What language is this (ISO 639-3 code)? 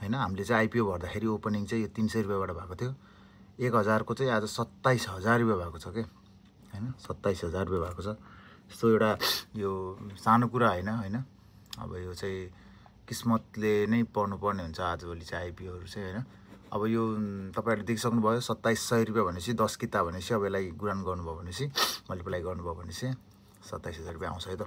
nep